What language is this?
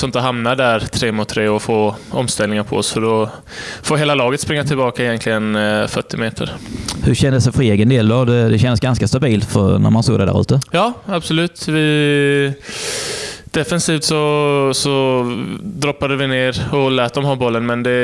Swedish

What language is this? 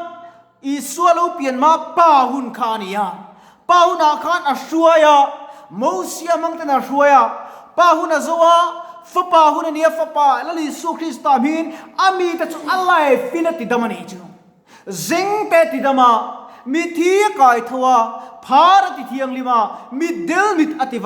Mizo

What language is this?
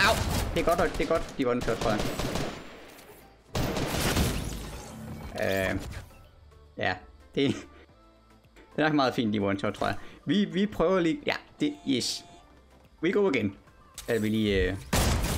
Danish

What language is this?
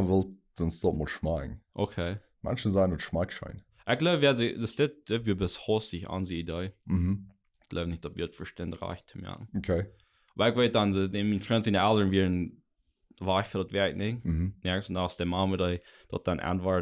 Plautdietsch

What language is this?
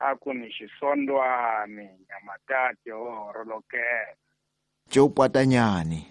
Tsonga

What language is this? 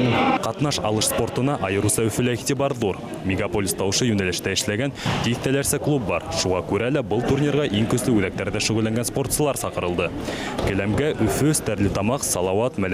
Bashkir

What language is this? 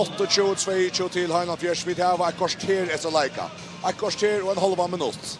Faroese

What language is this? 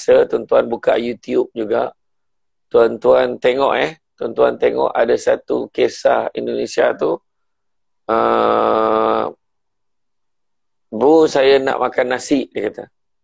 Malay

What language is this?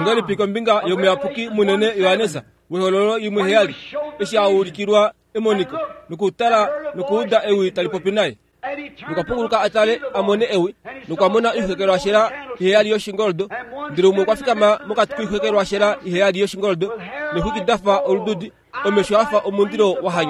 Kuanyama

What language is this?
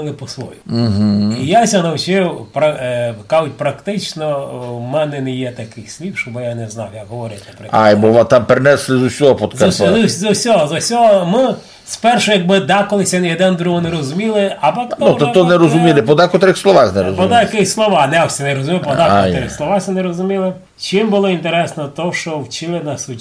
Rusyn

